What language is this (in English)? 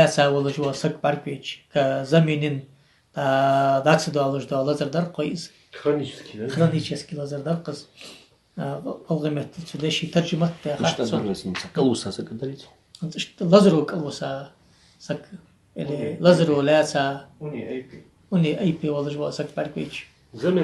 Ingush